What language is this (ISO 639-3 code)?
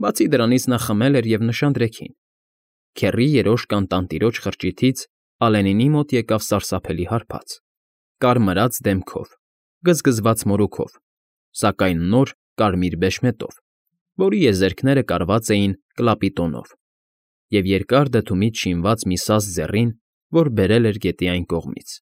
hye